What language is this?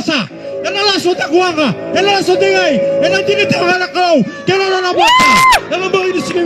Fijian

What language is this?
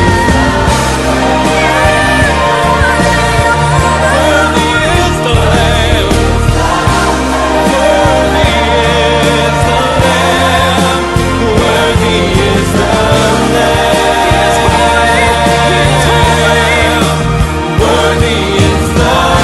English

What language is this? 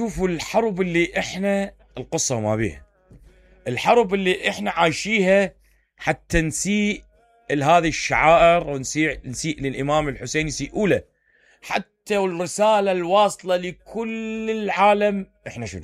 Mesopotamian Arabic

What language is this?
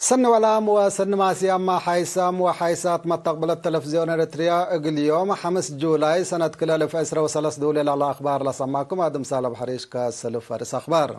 Tigre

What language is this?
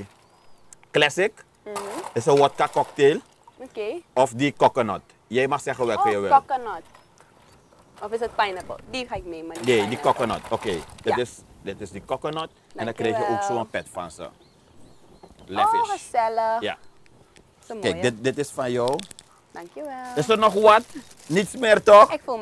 Dutch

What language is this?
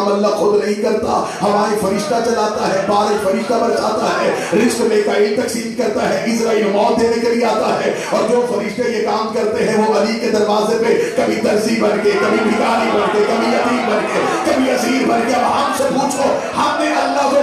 Urdu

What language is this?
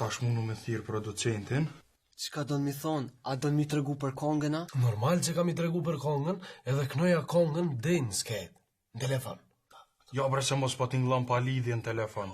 Albanian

